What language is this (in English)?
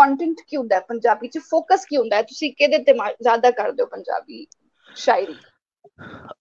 Punjabi